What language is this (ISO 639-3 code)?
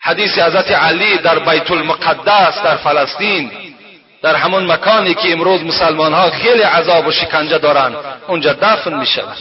tgk